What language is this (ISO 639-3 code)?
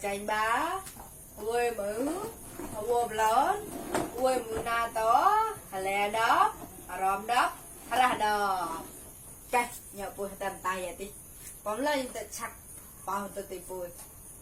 mnw